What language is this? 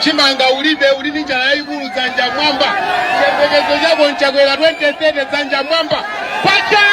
Nyanja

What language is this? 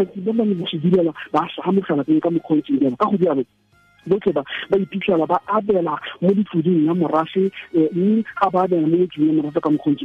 Tswana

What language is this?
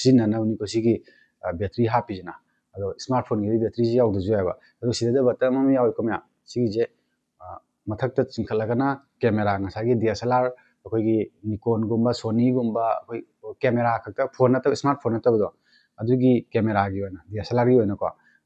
Manipuri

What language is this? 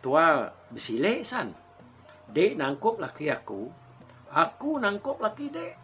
Iban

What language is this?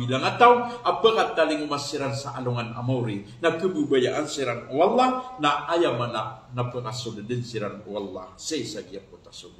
Maranao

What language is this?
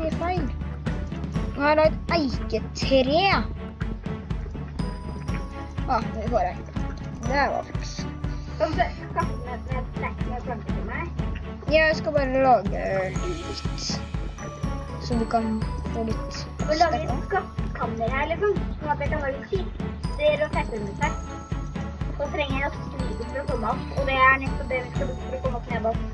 Norwegian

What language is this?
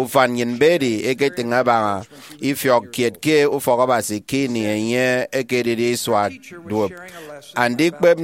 Efik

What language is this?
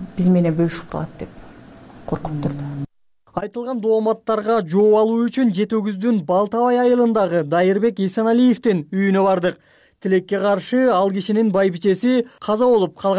Kyrgyz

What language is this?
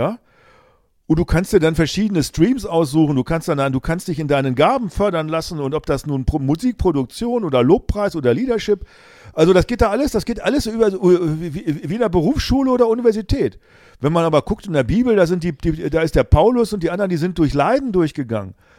German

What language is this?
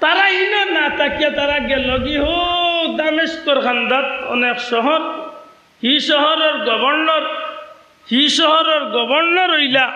Sylheti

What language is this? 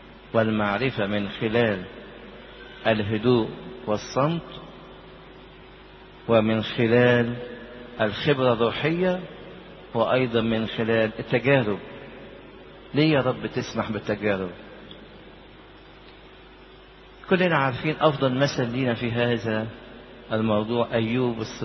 Egyptian Arabic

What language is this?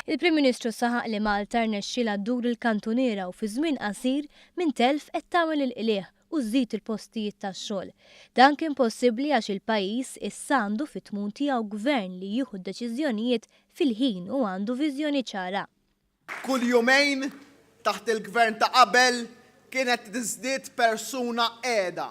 Maltese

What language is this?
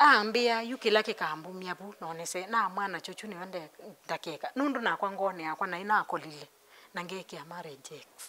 Kamba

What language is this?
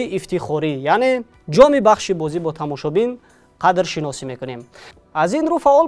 Tajik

